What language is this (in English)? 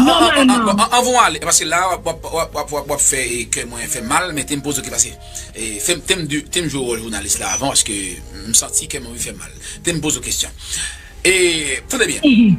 Haitian Creole